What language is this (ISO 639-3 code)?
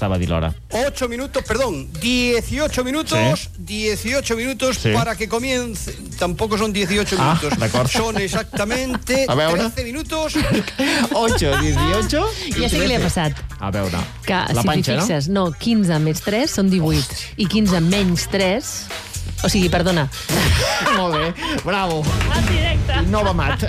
cat